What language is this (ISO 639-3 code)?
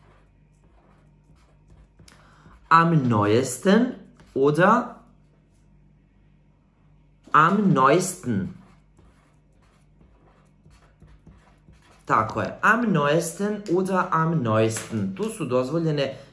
srp